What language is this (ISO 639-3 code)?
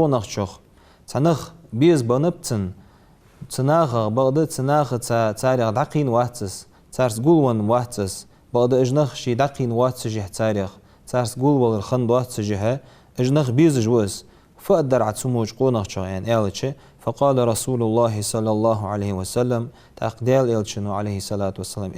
inh